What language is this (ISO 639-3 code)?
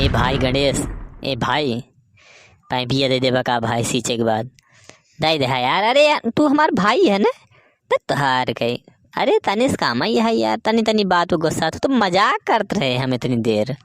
awa